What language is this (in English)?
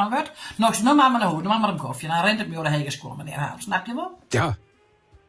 Western Frisian